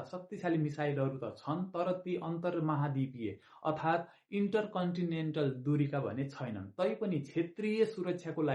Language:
Nepali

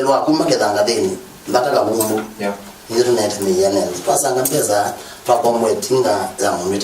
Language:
Kamba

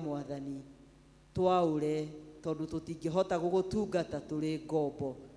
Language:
Kikuyu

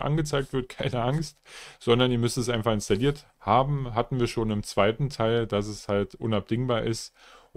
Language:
German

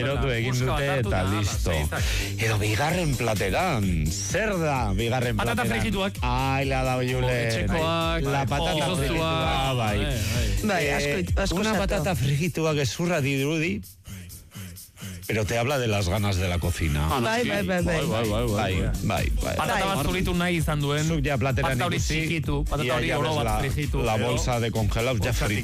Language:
Basque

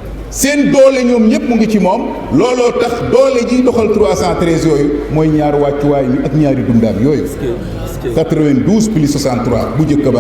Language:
Wolof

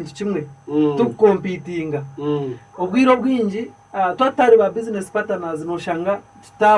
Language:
Nyankole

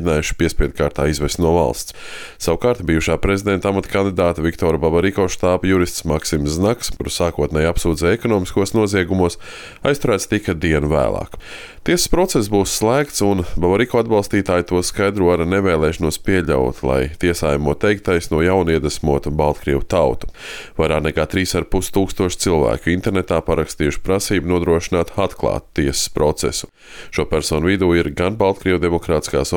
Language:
Latvian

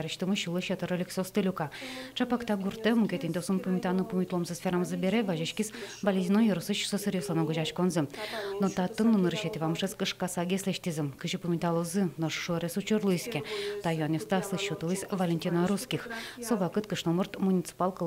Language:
Udmurt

